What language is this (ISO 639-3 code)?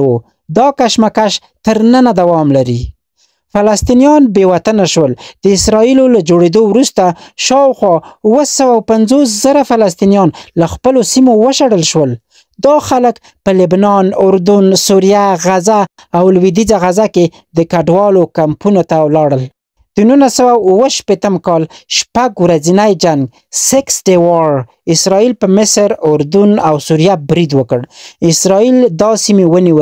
pus